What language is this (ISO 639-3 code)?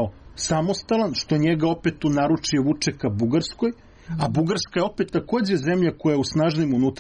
srp